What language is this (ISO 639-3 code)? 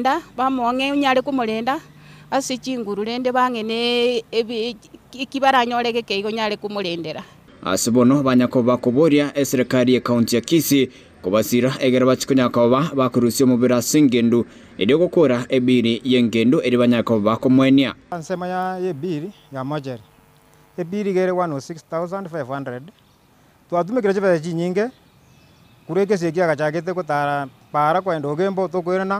guz